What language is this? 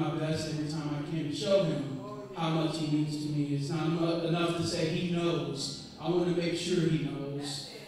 English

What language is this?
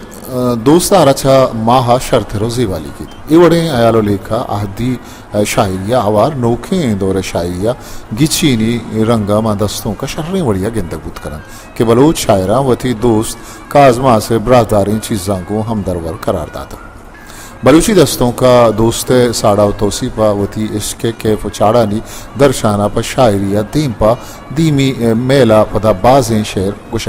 Baluchi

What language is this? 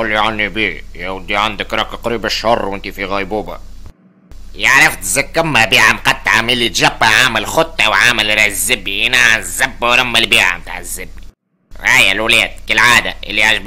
Tunisian Arabic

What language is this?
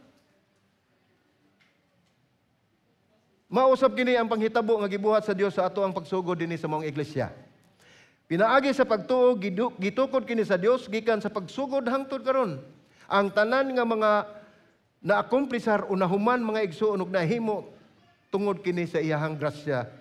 Cebuano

